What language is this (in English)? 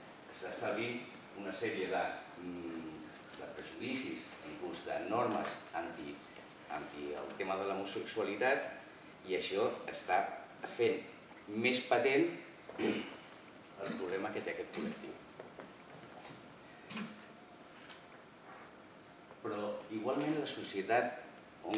Catalan